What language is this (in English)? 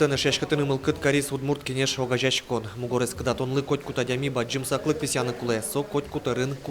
Udmurt